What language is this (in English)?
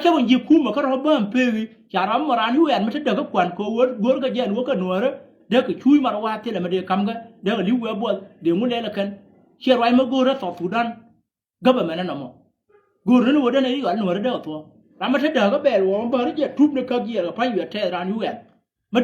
Nuer